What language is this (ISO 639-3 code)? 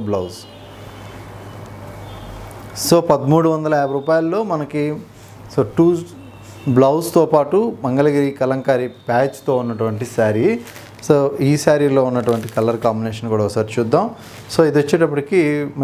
tel